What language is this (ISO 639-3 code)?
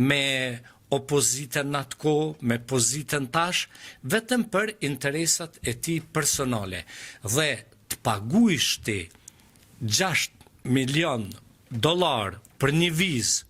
sqi